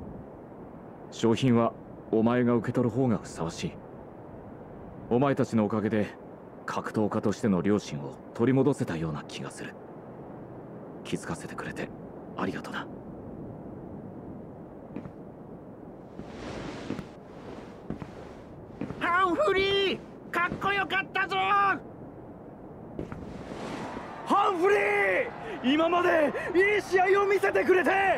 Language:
Japanese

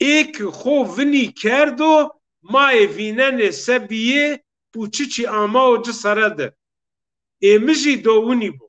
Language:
Zaza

